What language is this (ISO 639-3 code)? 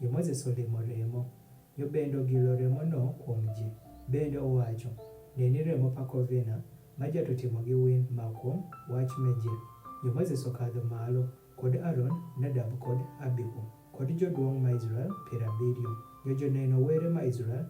adh